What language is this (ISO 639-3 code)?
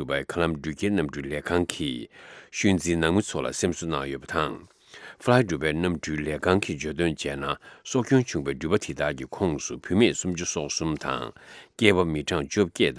bod